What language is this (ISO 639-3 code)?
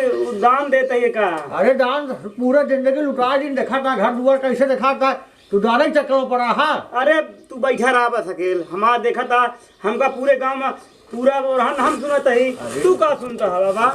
awa